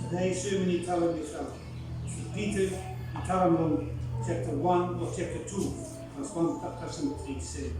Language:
Bislama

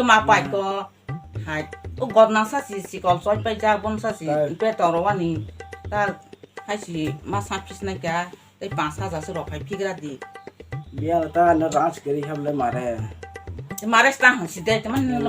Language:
Kok Borok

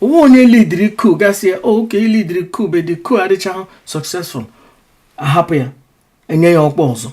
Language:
Igbo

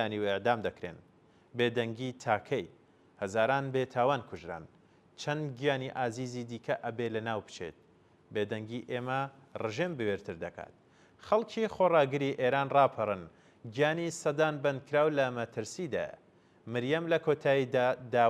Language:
Central Kurdish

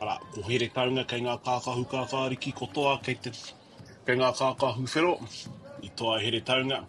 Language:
Māori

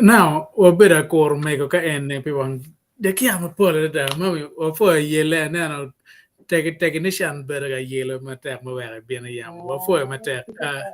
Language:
Acoli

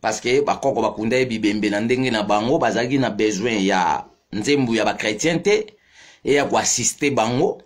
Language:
Lingala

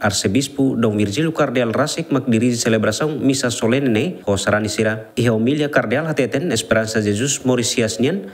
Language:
Tetum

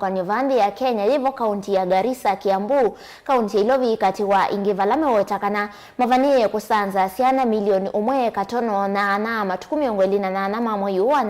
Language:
Kamba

